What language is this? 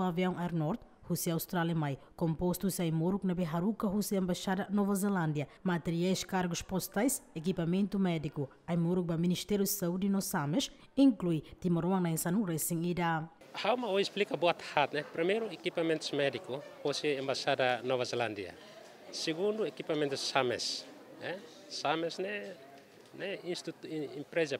Tetum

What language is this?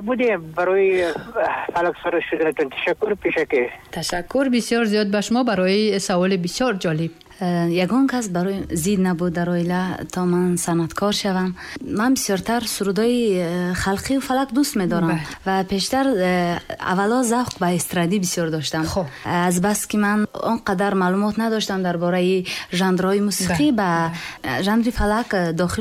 Tajik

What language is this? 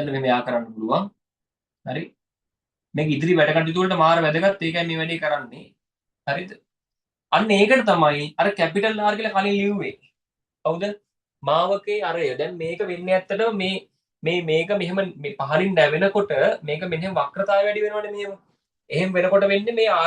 Sinhala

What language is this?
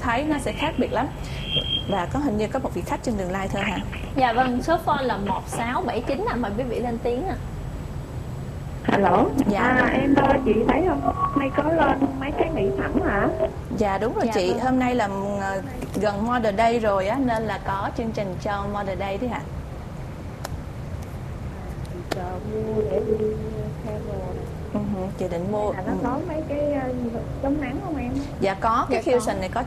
Vietnamese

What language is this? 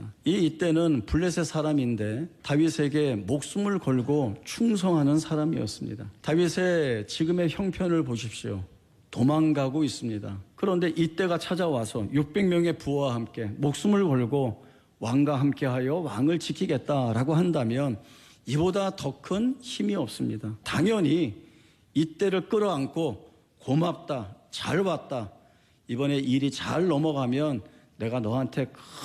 Korean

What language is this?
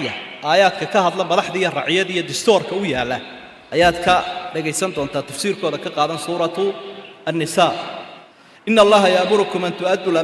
Somali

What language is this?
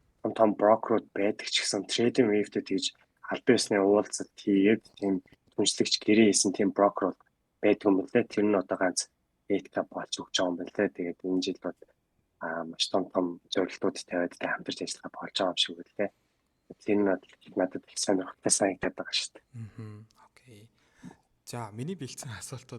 Mongolian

